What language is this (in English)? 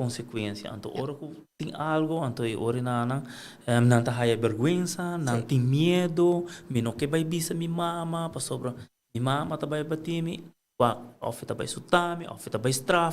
Papiamento